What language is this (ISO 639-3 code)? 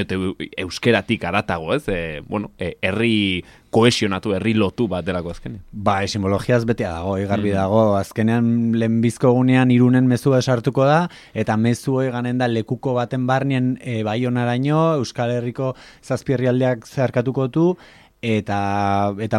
eus